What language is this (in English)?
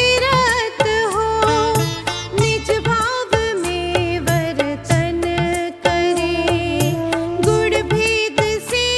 Hindi